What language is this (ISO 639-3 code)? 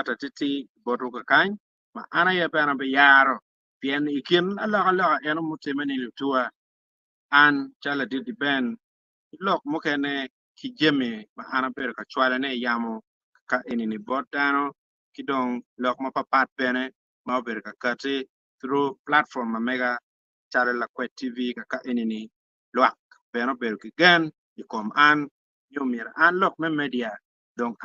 ach